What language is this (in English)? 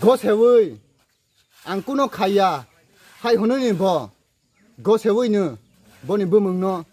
Riang (India)